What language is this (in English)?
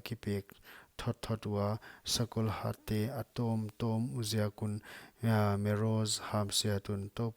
Paite Chin